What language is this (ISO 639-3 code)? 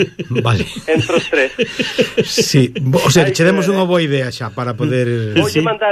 glg